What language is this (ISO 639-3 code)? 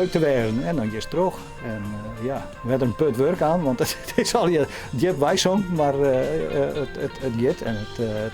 fry